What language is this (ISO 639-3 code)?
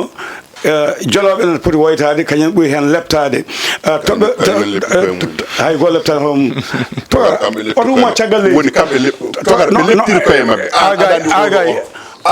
ful